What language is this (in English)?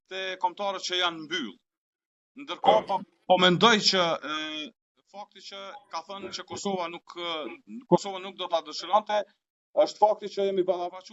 Albanian